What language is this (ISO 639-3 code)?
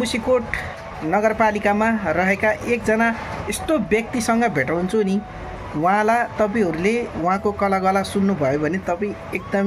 nep